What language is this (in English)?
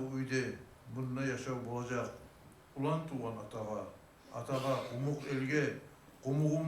Kumyk